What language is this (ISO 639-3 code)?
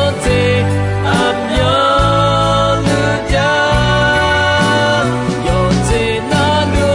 ahk